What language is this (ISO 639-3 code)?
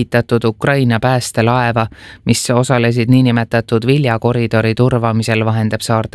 est